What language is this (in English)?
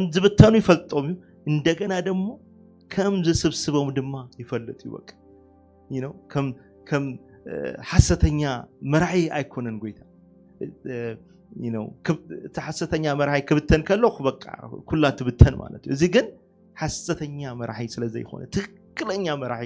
Tigrinya